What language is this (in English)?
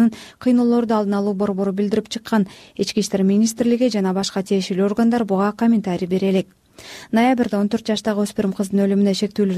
Kyrgyz